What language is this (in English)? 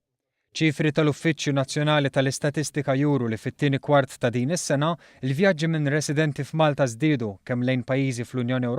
Maltese